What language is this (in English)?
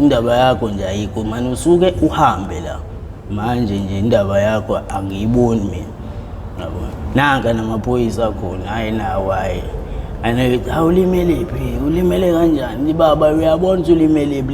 Zulu